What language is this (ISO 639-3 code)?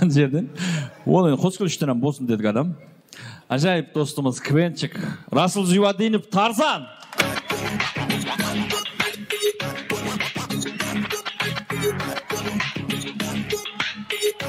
kaz